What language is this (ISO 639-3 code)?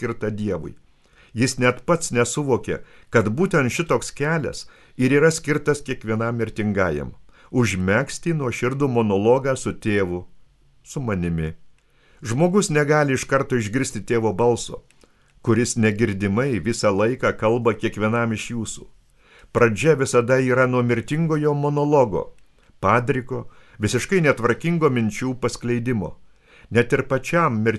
lit